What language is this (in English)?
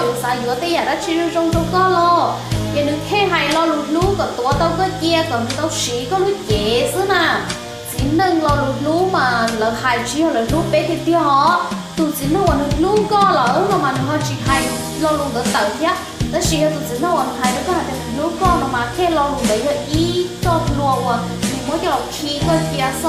Hmong